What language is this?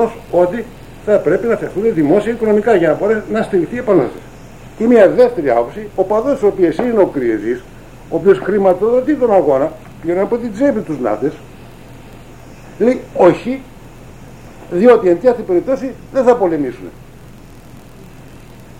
Greek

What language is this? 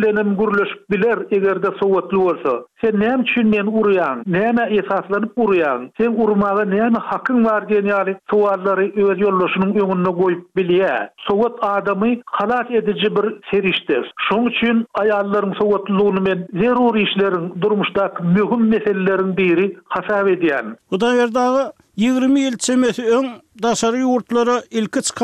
Turkmen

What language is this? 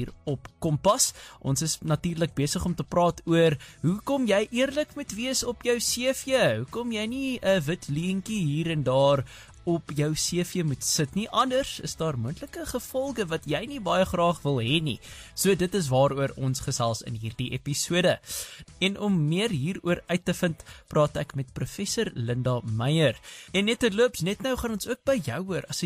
Afrikaans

